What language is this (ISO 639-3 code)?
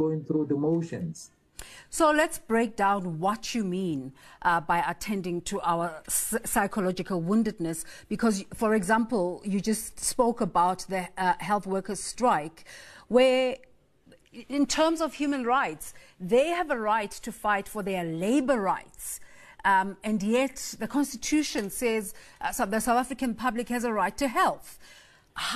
eng